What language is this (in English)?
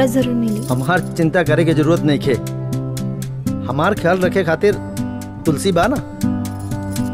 Bhojpuri